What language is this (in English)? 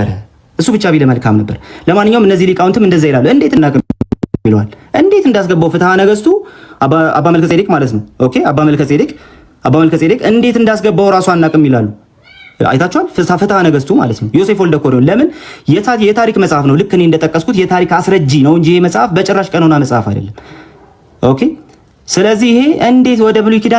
Amharic